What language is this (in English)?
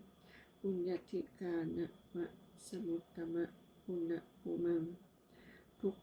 Pali